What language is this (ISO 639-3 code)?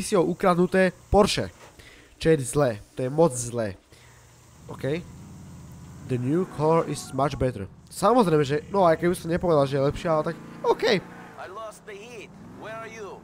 slk